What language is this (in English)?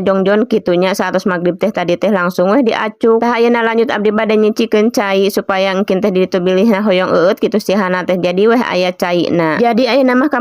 Sundanese